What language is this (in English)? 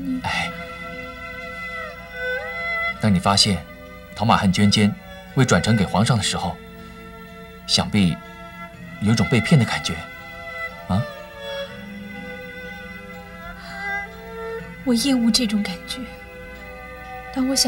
Chinese